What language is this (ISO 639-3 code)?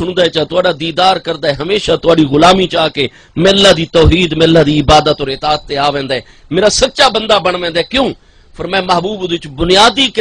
skr